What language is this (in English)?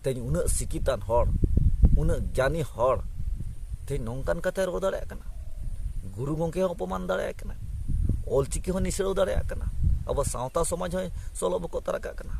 Santali